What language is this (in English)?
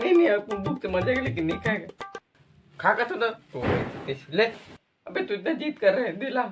Chhattisgarhi